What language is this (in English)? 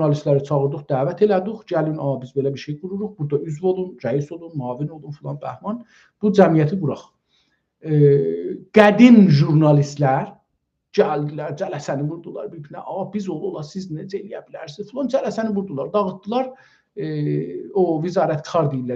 South Azerbaijani